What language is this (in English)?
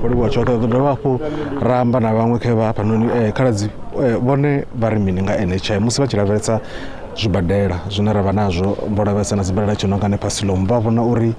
Venda